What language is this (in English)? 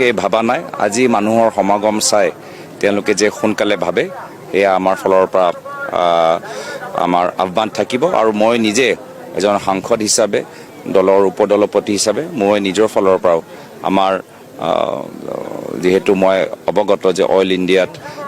Assamese